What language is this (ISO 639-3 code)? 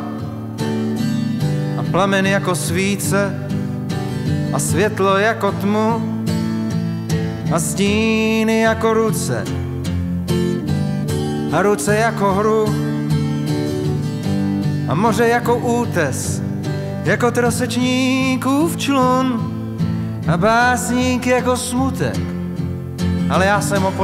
ces